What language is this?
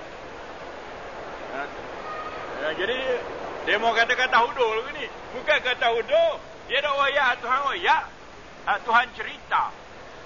Malay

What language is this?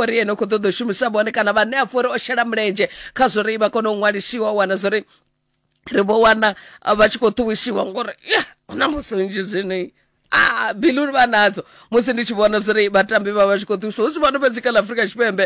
Venda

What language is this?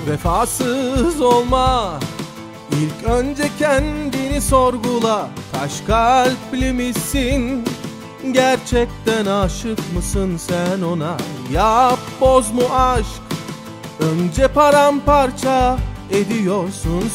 Turkish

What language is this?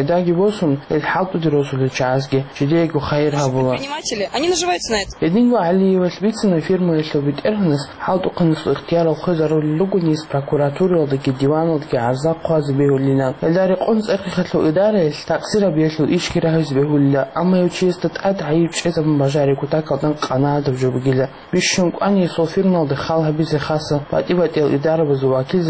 Avaric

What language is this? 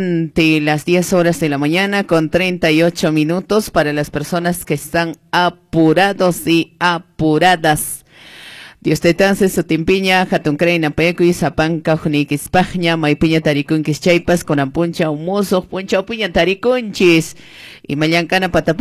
Quechua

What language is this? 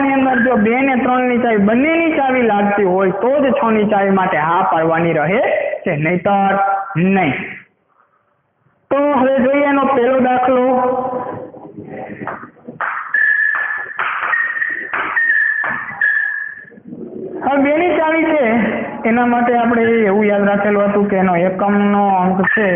Gujarati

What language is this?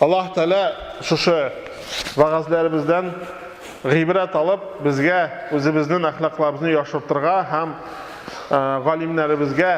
Tatar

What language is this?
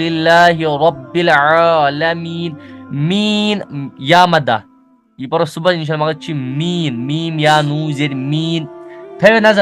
Kashmiri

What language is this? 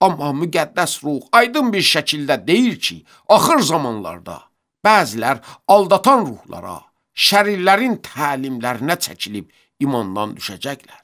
Azerbaijani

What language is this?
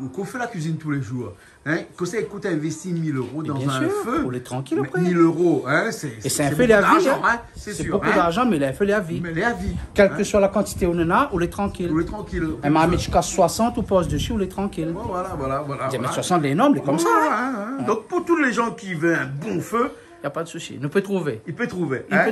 Réunion Creole French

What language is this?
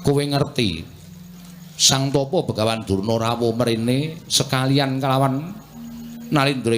Javanese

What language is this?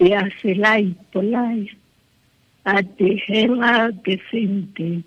Tswana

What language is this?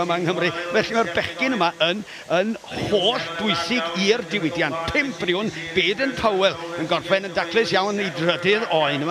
Welsh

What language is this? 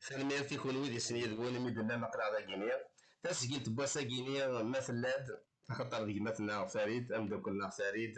Kabyle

